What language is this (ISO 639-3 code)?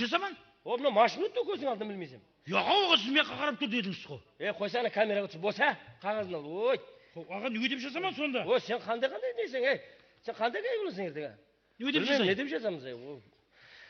kaa